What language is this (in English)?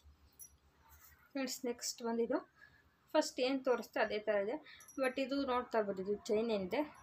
Kannada